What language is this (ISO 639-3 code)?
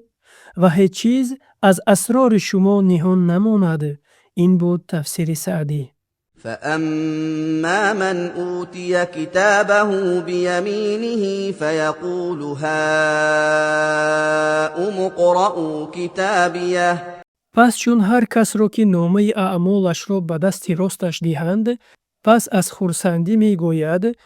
tgk